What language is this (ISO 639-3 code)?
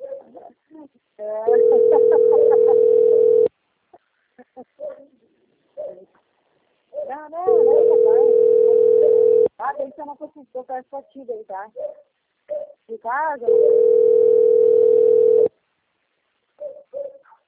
por